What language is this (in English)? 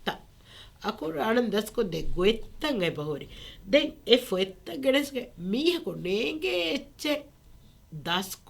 Divehi